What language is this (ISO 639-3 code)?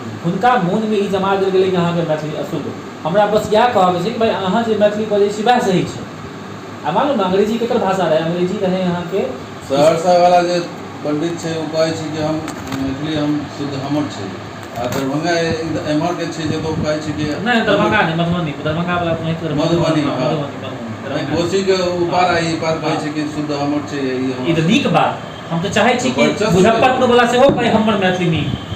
mai